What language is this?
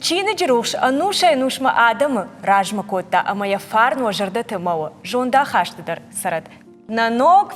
Ossetic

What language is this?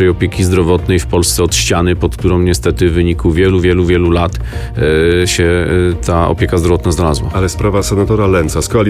Polish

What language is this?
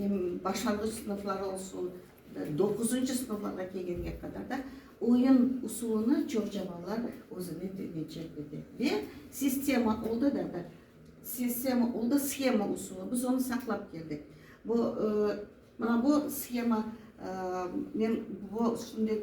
Crimean Tatar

